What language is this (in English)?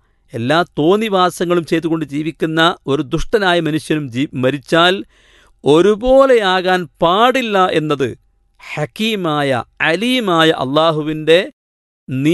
Malayalam